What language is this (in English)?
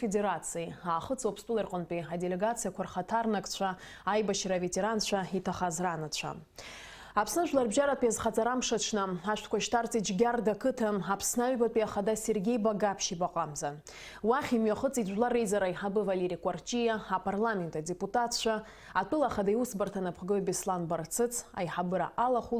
Abkhazian